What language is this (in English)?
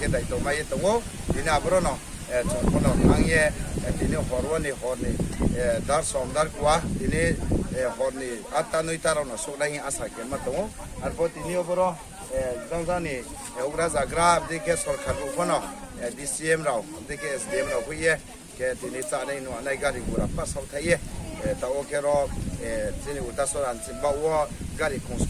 Riang (India)